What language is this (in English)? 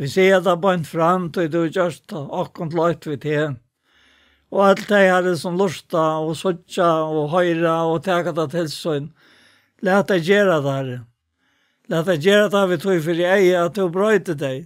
Faroese